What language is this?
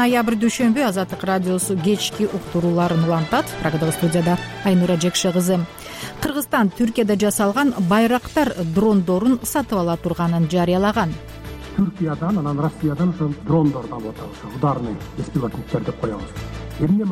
Kyrgyz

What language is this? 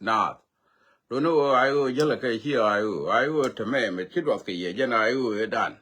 Nuer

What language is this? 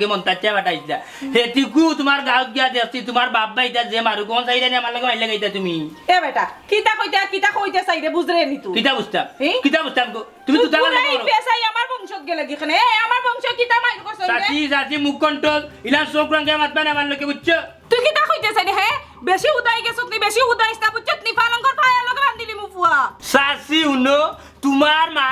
Sylheti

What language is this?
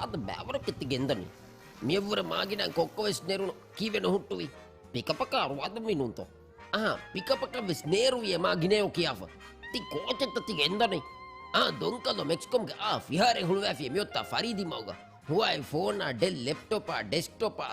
Divehi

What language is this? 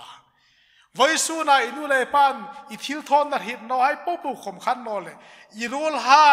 Hmar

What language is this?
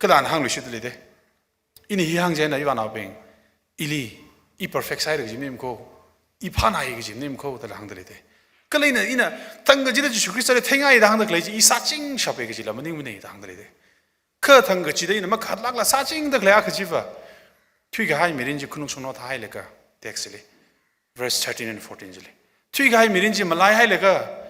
Tangkhul Naga (India)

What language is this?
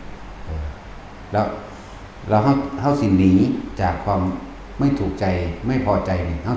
Northeastern Thai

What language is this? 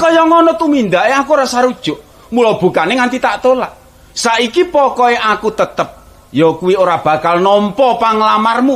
Javanese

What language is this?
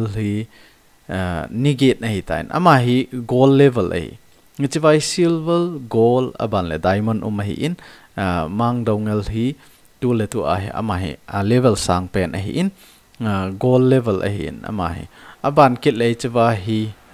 Thado Chin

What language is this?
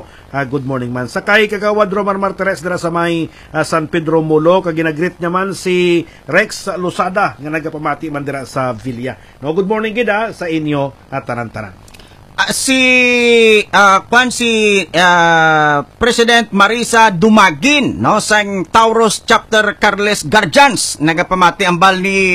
Hiligaynon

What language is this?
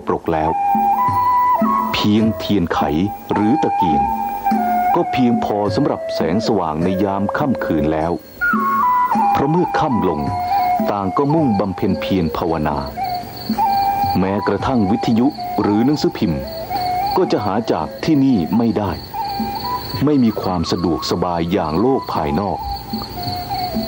Thai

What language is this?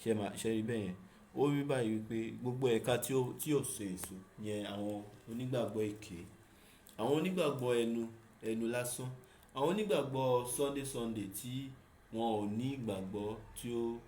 Yoruba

